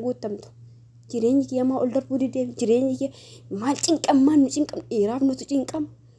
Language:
Oromo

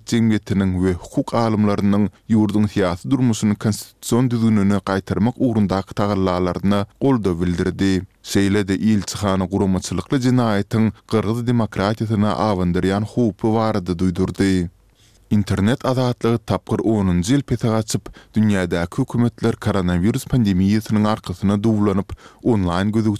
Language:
Turkmen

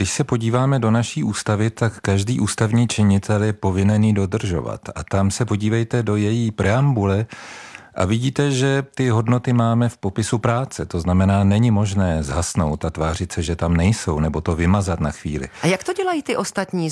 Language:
Czech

